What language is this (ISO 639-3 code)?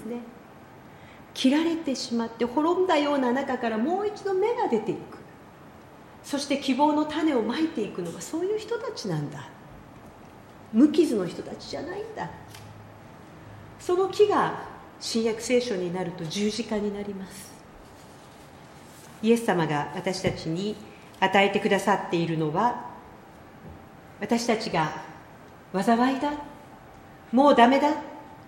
jpn